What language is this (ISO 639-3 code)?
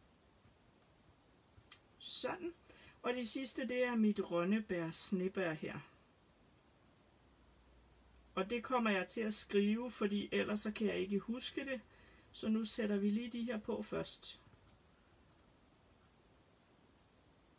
dan